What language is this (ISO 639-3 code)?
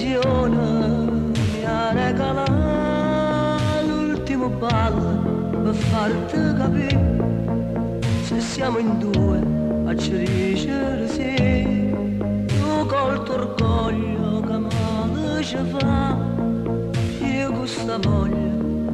ita